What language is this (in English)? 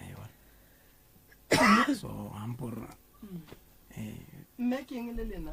Northern Sotho